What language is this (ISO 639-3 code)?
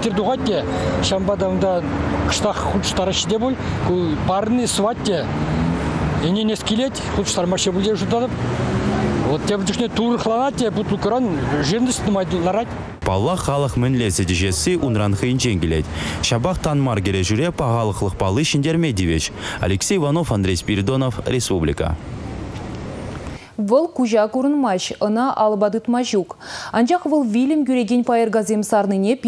chv